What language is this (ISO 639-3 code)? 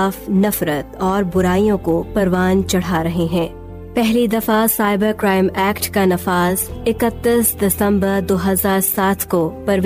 urd